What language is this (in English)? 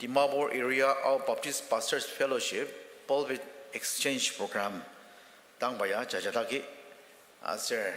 Ao Naga